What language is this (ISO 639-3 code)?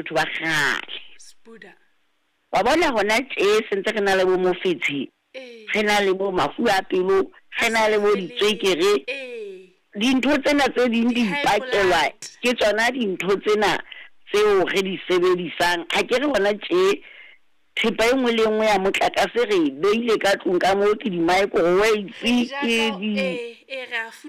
sot